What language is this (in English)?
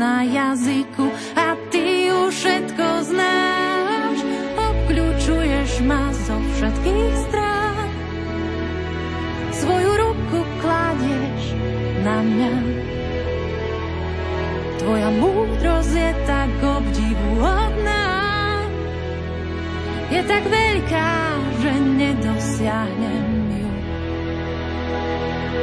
Slovak